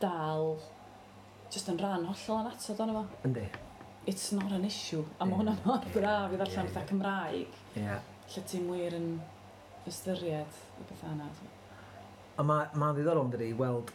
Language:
Welsh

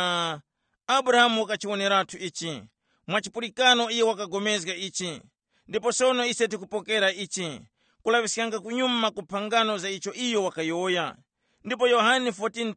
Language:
Tumbuka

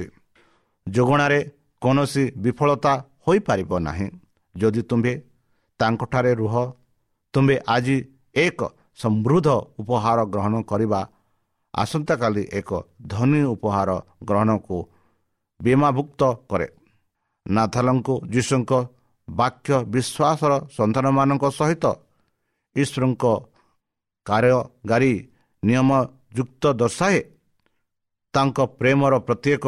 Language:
Odia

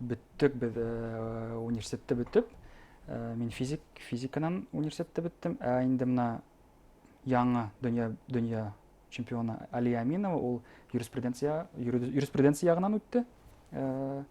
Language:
Bashkir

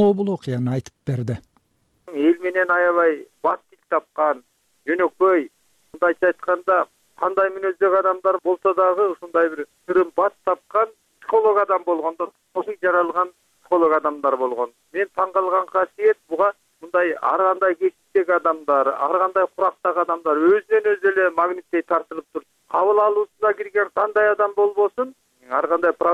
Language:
Kyrgyz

